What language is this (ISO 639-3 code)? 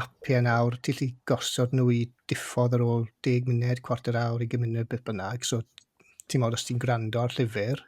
cym